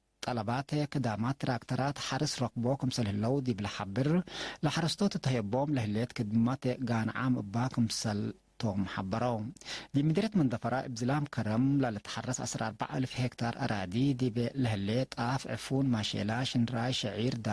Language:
Tigre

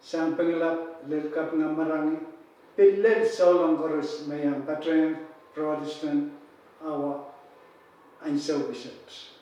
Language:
Pohnpeian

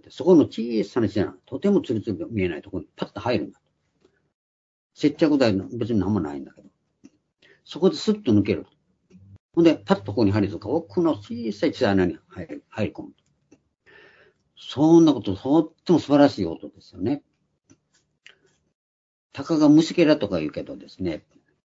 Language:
Japanese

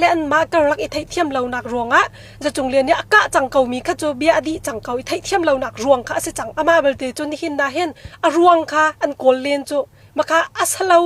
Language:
Hakha Chin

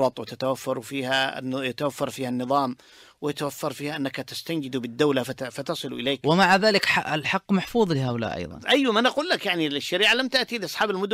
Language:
Najdi Arabic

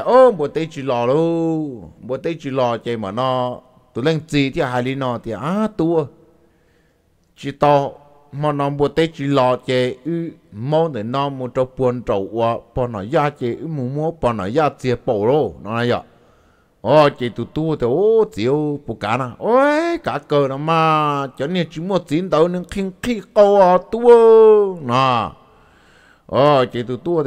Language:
Vietnamese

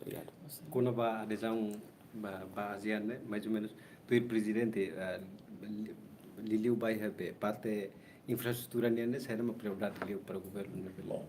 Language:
Tetum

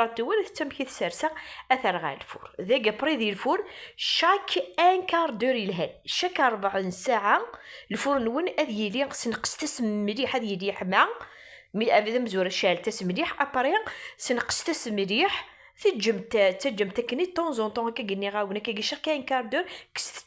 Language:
Kabyle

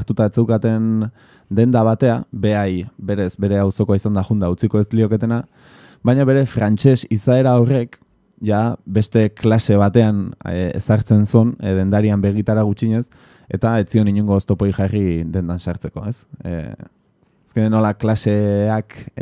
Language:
Basque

